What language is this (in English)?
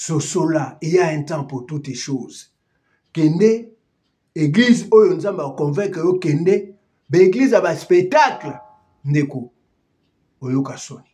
Lingala